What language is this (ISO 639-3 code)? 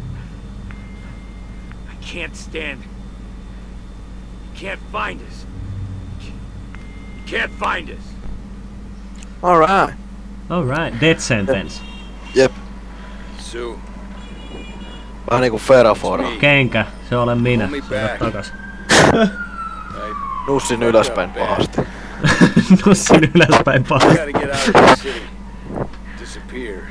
fin